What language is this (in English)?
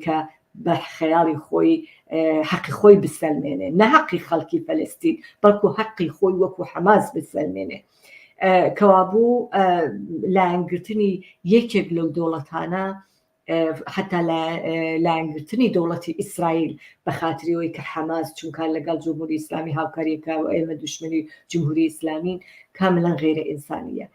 Central Kurdish